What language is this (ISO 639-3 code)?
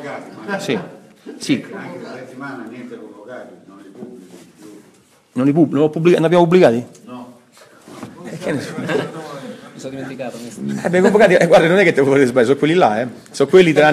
ita